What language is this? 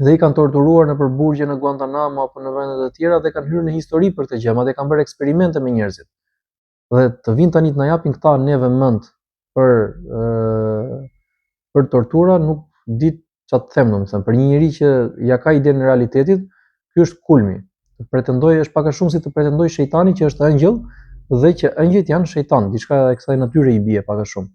Albanian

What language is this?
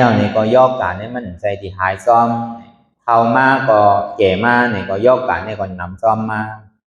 Shan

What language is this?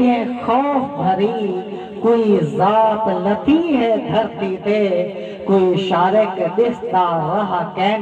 Saraiki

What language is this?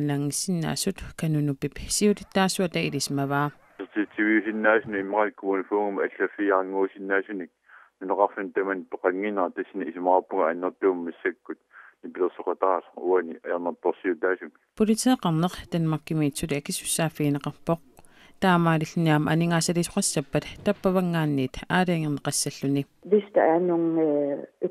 Kalaallisut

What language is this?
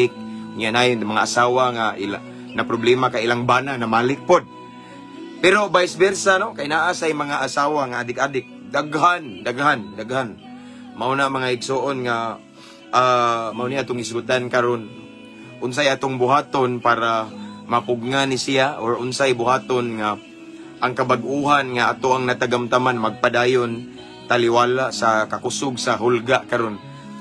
Cebuano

